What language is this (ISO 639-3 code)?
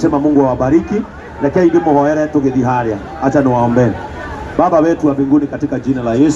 kik